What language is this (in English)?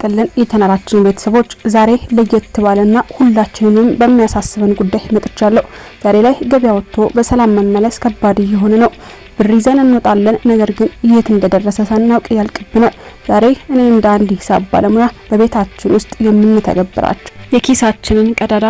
Amharic